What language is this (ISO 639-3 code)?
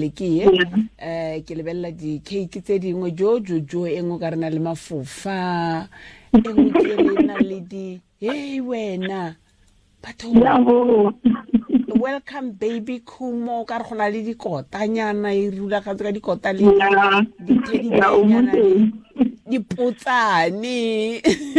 tsn